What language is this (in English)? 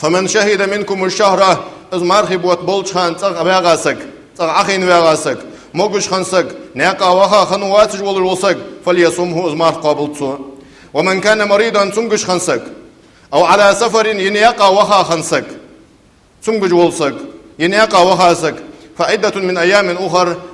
Ingush